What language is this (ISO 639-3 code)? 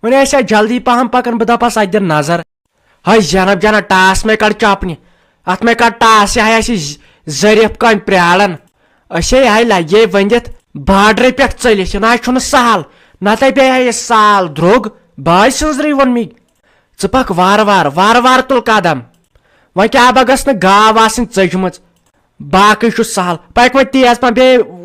kas